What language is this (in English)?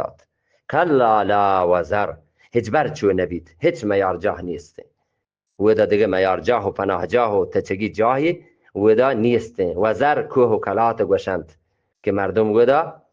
Eastern Balochi